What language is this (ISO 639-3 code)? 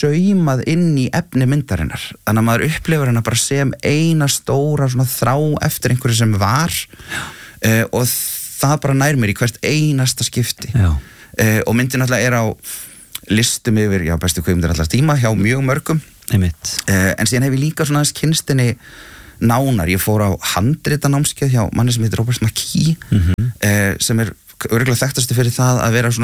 isl